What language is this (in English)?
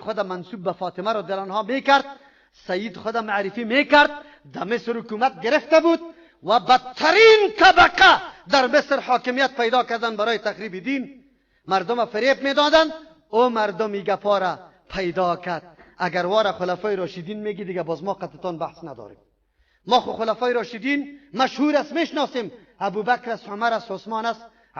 Persian